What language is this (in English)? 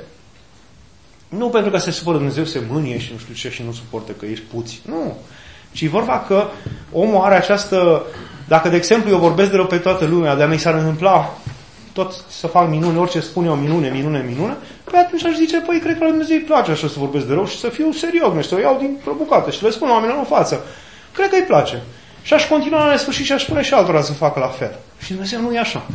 Romanian